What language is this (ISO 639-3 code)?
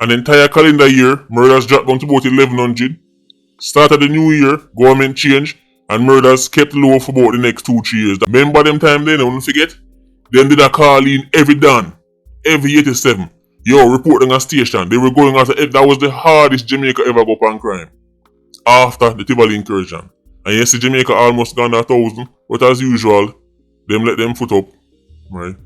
jam